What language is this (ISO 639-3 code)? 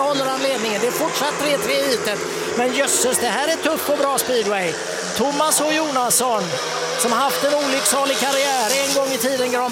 swe